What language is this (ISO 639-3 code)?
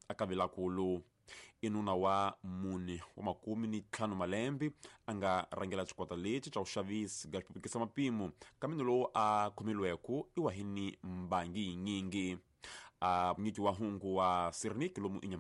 tso